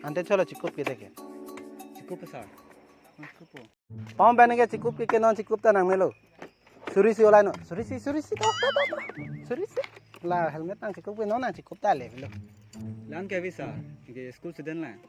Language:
Karbi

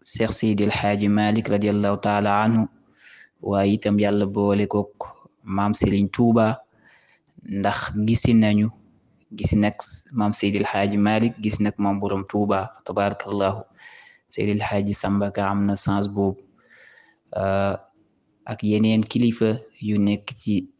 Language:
Wolof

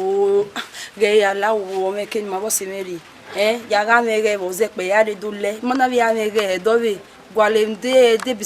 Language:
Bini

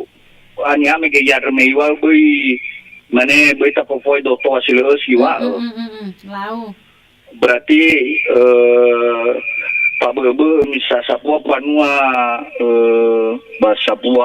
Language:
Nias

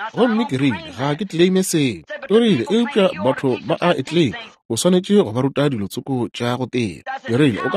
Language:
Northern Sotho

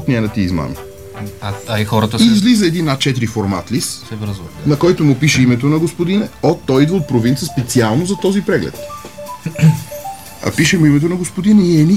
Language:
Bulgarian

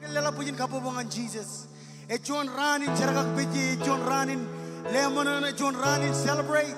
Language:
Marshallese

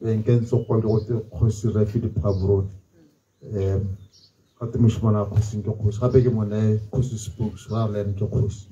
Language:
Tswana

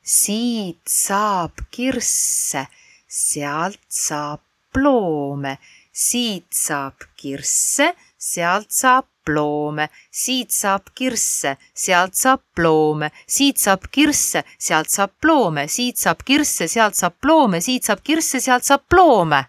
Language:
Estonian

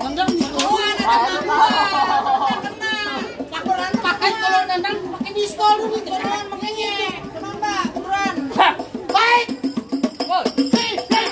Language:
Betawi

